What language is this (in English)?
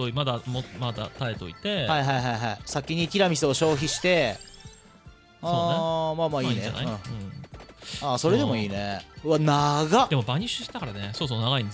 Japanese